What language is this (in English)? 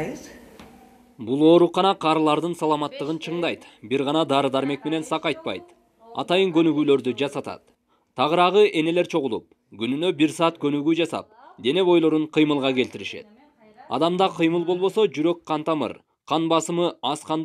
Kyrgyz